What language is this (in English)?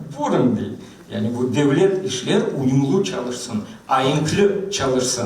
Crimean Tatar